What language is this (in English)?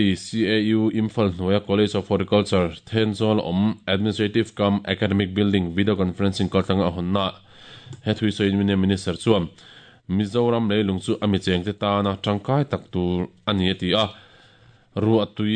Mizo